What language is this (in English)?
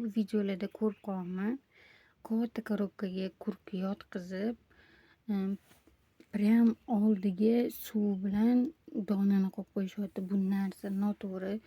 Uzbek